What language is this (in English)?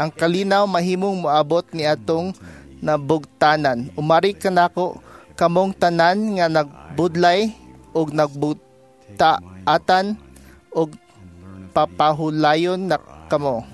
Cebuano